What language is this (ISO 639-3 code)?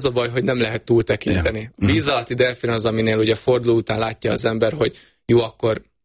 hun